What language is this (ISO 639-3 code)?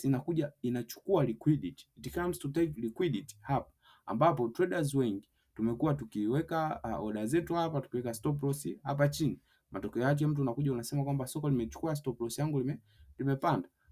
swa